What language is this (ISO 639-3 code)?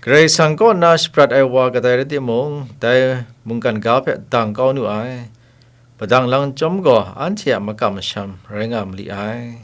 kac